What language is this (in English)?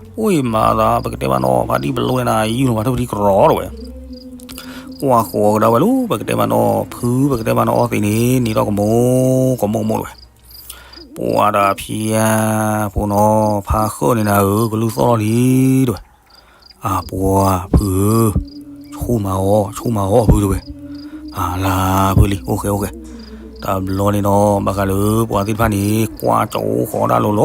S'gaw Karen